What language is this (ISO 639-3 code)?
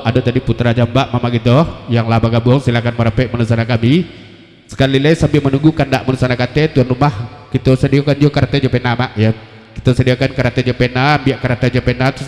min